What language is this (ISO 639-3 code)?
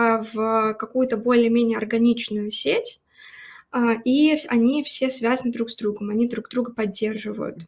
rus